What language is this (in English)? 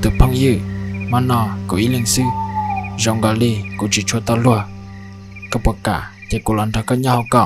Hmong